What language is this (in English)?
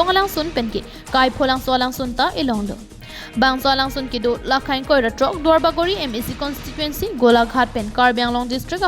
Karbi